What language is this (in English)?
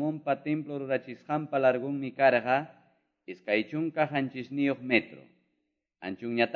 Quechua